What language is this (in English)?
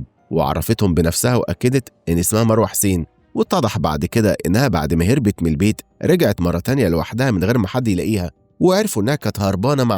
Egyptian Arabic